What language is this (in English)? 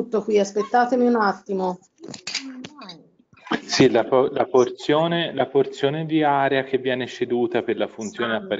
Italian